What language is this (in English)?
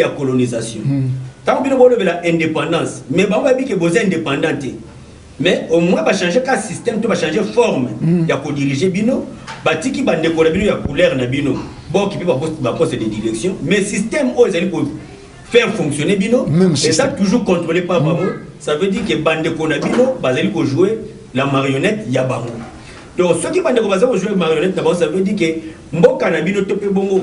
Lingala